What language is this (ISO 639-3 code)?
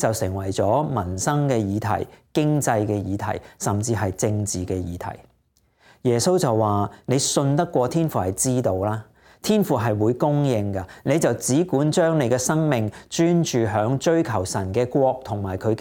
yue